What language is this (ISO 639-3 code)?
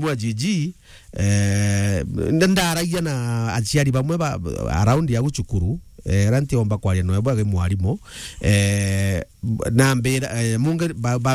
mer